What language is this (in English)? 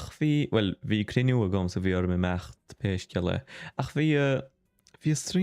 Irish